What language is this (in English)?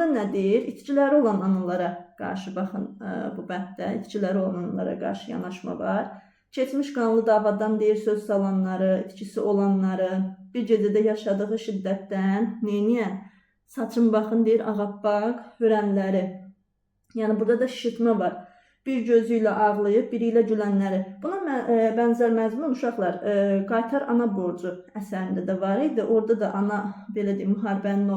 Azerbaijani